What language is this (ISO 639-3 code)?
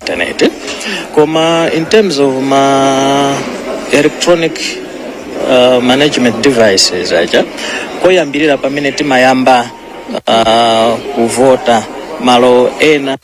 nya